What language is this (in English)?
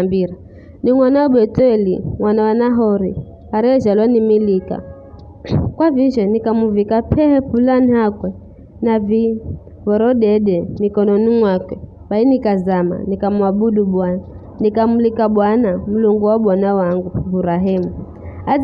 Giryama